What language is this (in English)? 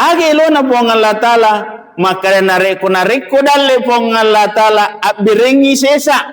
Buginese